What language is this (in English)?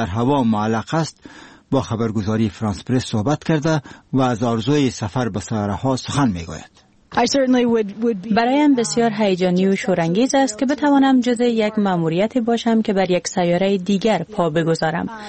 Persian